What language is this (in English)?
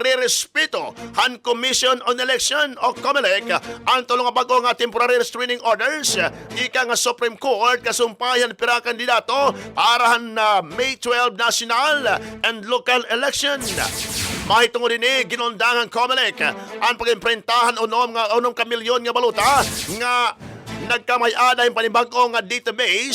Waray